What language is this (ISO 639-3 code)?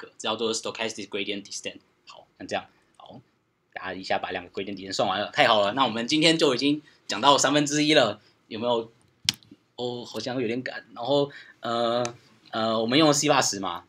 zho